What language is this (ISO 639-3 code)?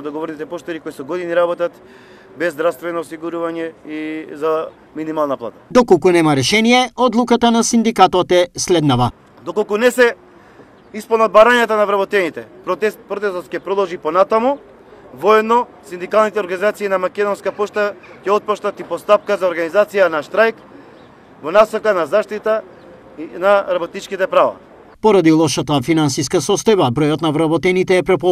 mkd